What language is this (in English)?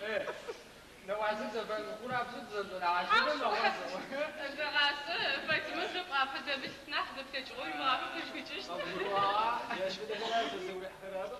Adyghe